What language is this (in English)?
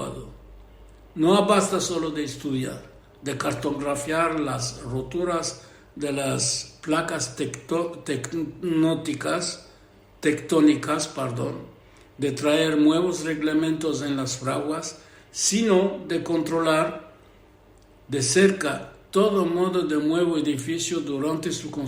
Ladino